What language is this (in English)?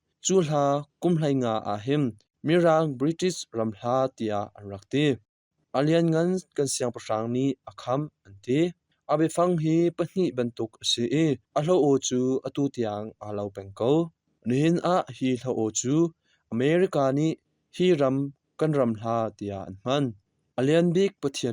Hakha Chin